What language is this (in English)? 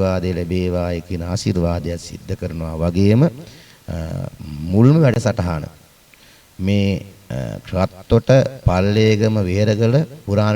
Sinhala